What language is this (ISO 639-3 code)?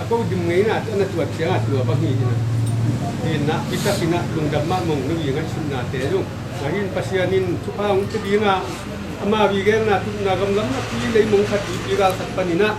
ctd